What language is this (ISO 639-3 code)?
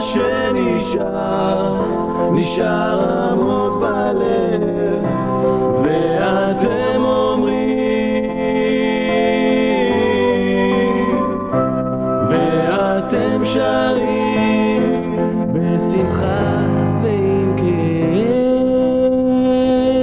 heb